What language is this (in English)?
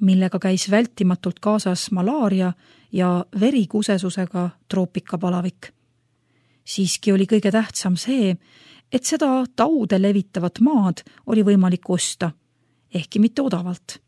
Estonian